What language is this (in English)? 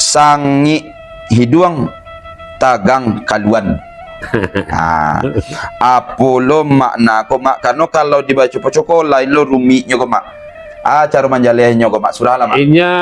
Minangkabau